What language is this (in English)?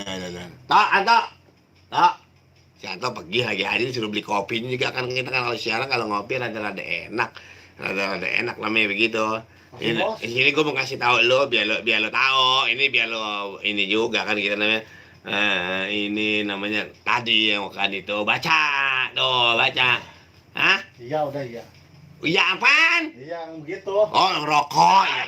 Betawi